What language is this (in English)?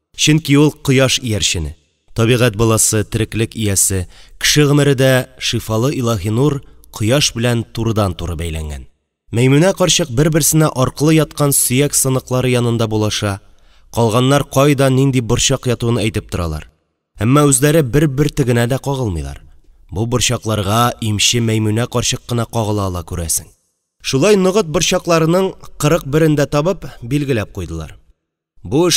Tatar